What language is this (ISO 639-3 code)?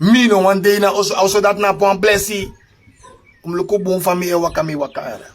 srn